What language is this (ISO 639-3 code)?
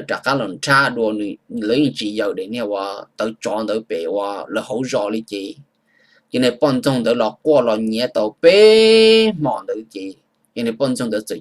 hmn